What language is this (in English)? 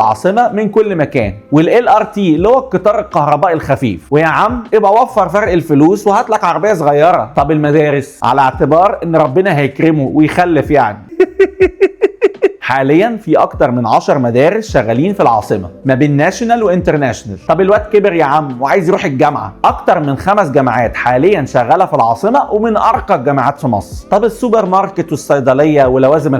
Egyptian Arabic